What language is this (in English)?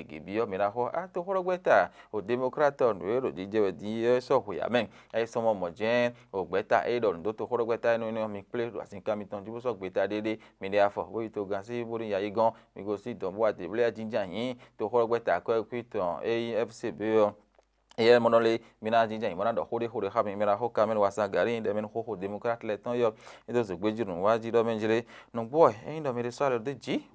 Fon